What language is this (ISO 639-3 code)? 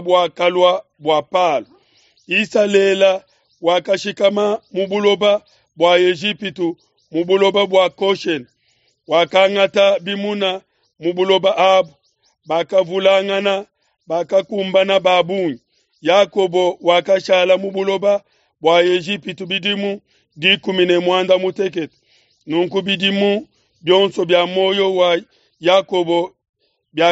lua